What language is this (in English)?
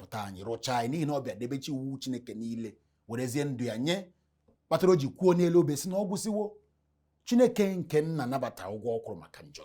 Igbo